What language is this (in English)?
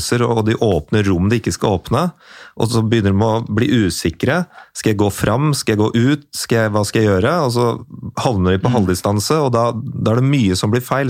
Norwegian